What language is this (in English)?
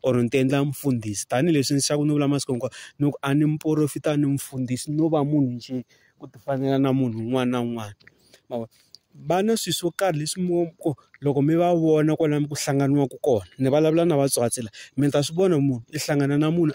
Tsonga